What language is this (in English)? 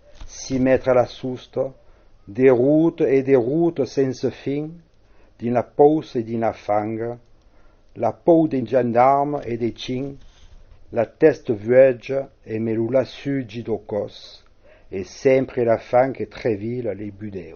Occitan